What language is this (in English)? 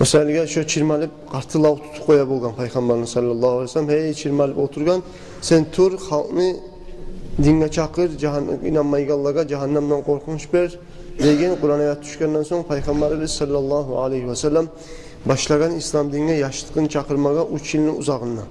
Kumyk